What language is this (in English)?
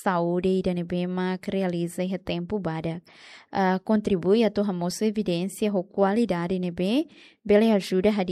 Tetum